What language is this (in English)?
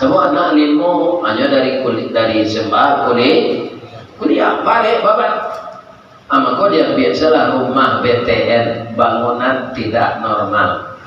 Minangkabau